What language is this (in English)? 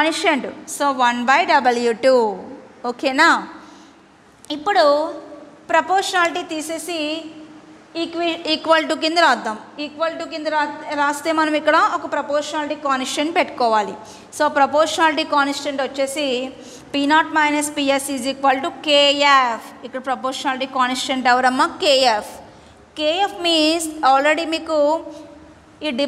Telugu